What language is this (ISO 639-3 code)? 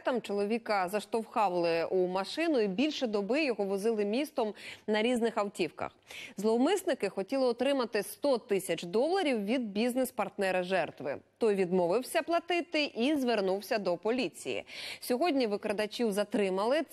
ukr